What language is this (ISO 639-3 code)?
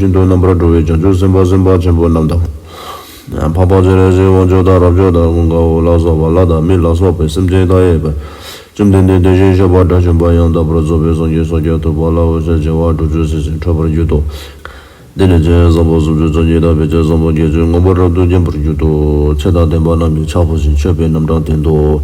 bod